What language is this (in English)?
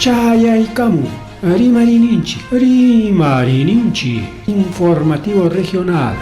Ayacucho Quechua